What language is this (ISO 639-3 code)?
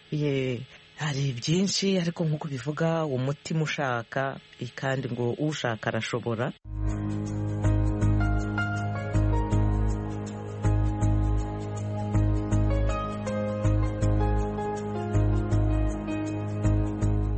kin